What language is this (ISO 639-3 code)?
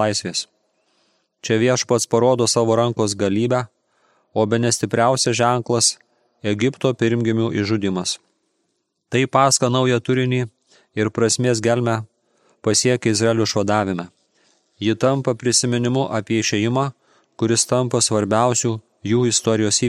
lit